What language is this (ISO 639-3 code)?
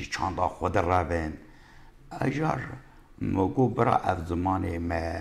kur